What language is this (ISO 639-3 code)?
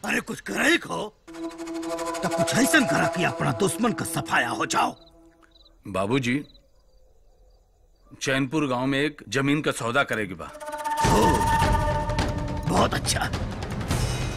bho